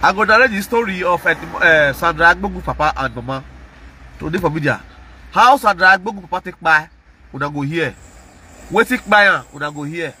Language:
Nigerian Pidgin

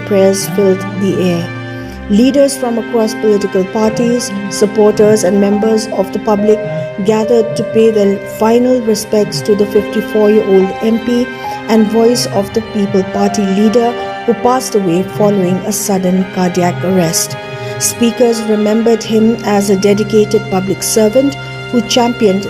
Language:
Khasi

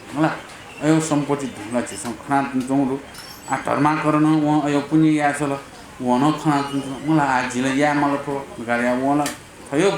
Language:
Newari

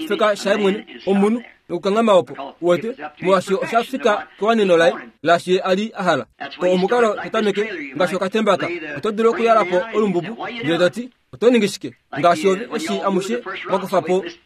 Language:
Kuanyama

